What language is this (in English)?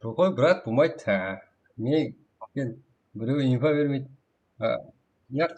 Kara-Kalpak